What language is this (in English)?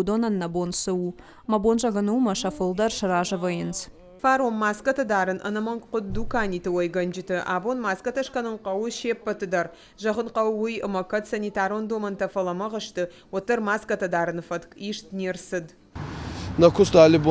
Ossetic